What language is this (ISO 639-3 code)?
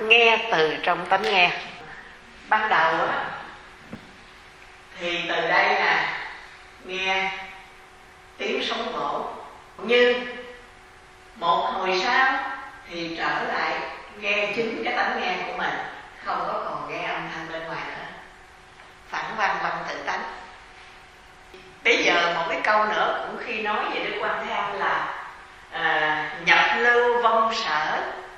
vie